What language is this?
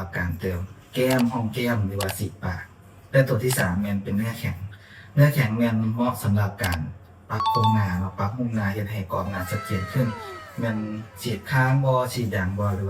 Lao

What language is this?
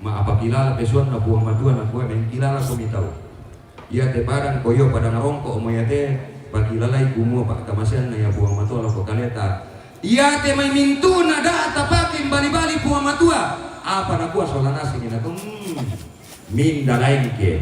Toraja-Sa'dan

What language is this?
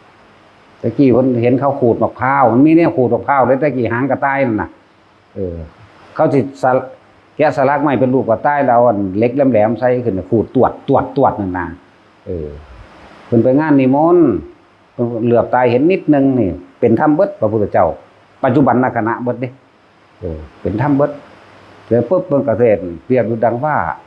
Northeastern Thai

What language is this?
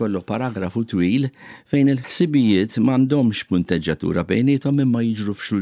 Maltese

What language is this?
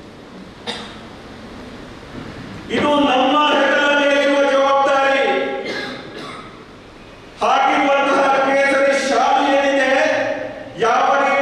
Kannada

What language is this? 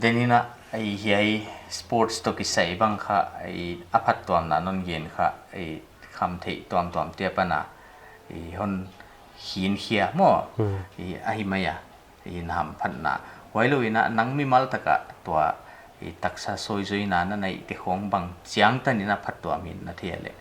Paite Chin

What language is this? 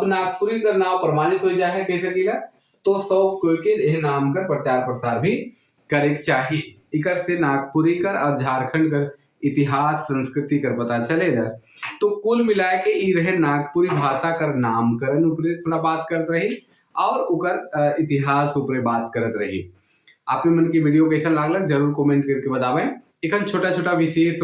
Sadri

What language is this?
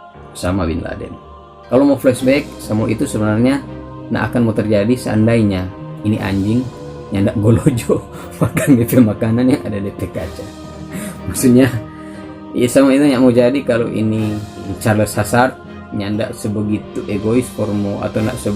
Manado Malay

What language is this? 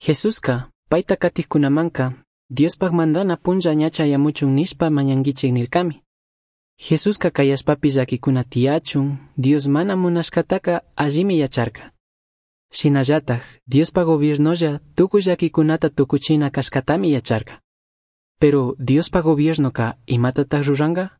Chimborazo Highland Quichua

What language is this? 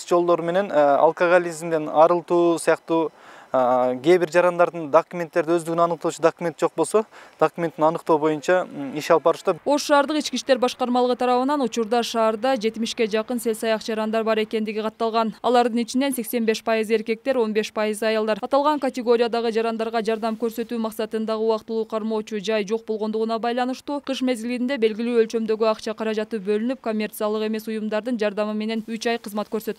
Kyrgyz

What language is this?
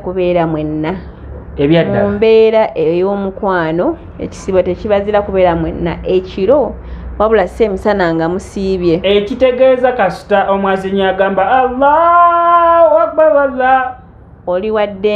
Ganda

